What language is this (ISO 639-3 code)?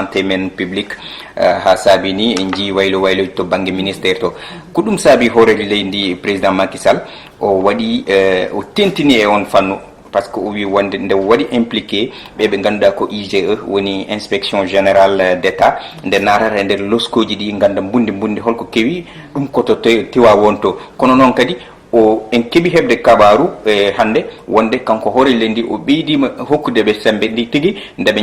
ful